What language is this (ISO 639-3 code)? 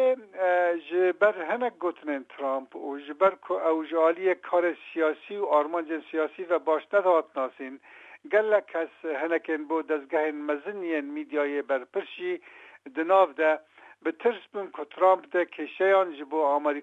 kur